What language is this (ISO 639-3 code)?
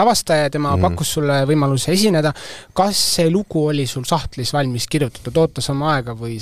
est